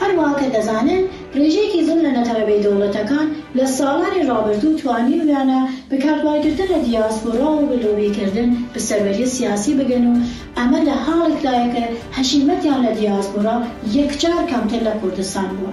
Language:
Kurdish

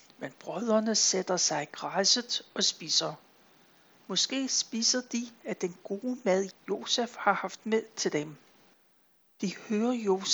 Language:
Danish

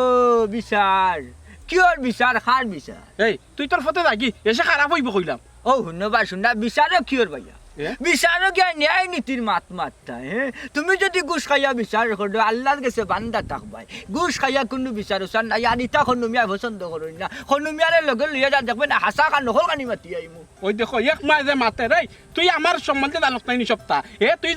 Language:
Sylheti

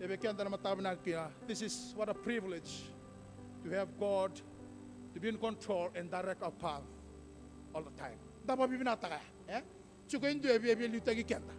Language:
Fijian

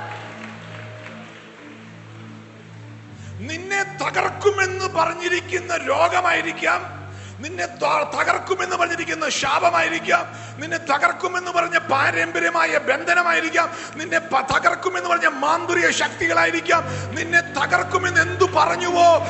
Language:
Malayalam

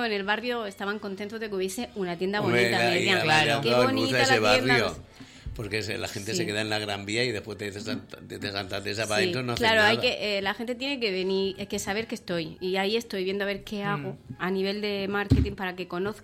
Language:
Spanish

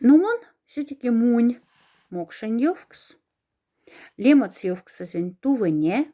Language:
Moksha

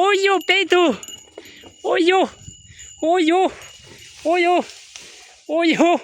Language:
Hmong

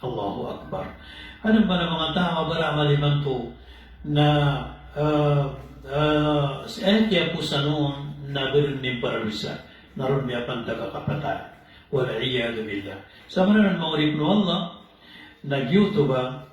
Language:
Maranao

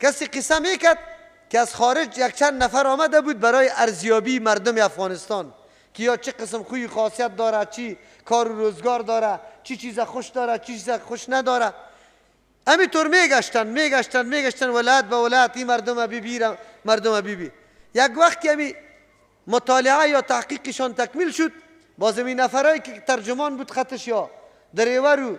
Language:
Persian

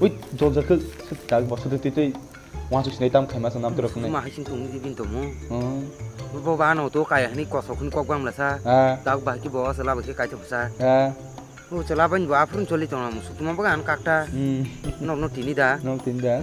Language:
Kok Borok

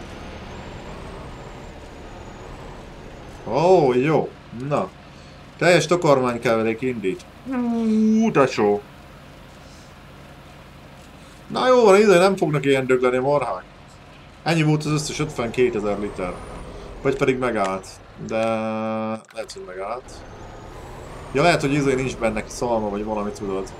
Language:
Hungarian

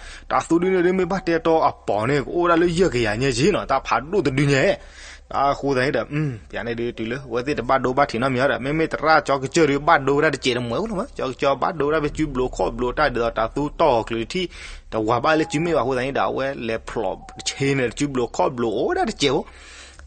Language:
S'gaw Karen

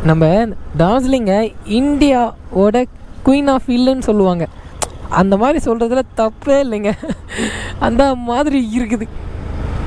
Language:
Tamil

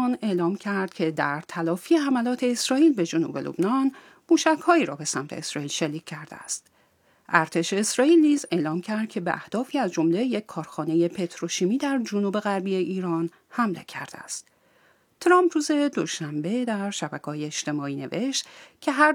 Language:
Persian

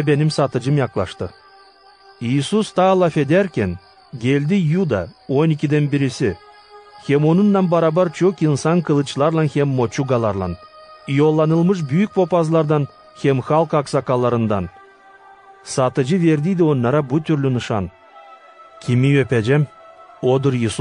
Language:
Gagauz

